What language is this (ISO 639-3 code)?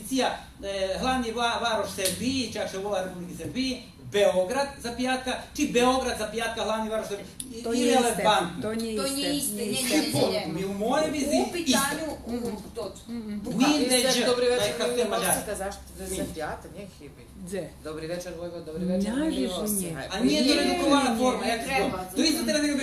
rue